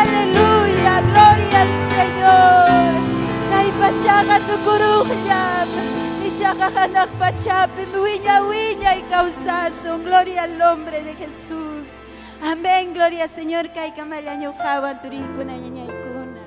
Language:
Ayacucho Quechua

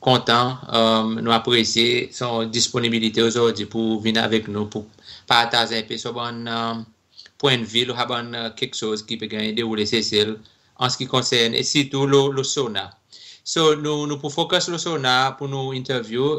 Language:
Seselwa Creole French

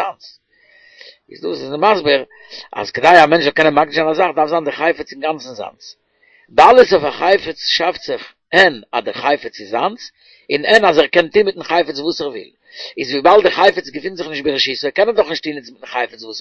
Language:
Yiddish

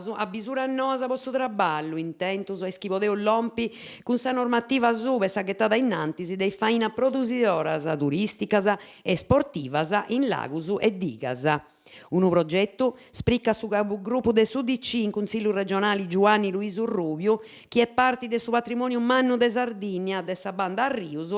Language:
Sardinian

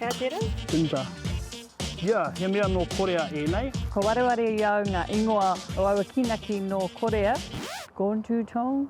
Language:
Māori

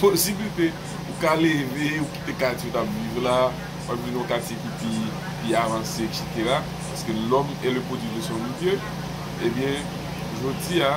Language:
Haitian Creole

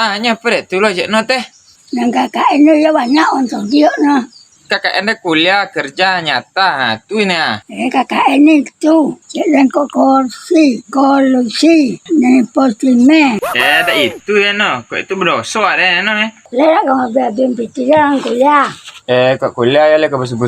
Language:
Minangkabau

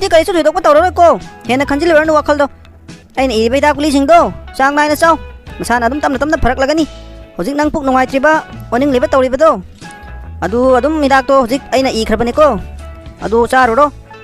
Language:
Manipuri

